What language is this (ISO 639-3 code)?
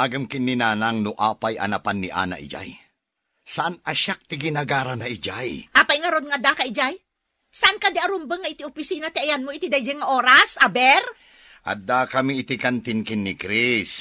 ilo